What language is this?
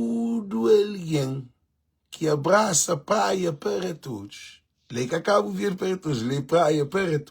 Kabuverdianu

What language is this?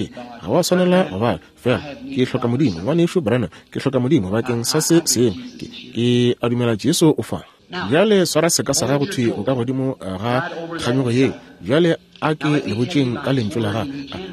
Northern Sotho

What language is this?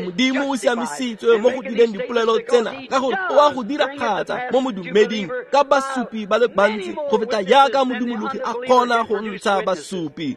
Tswana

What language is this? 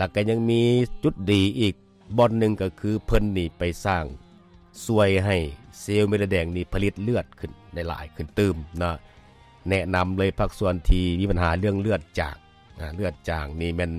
Lao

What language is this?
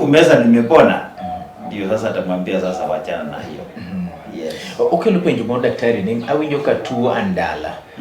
Luo (Kenya and Tanzania)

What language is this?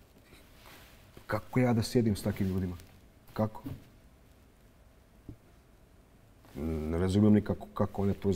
Bosnian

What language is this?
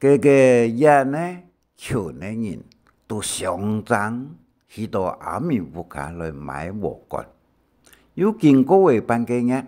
Hakka Chinese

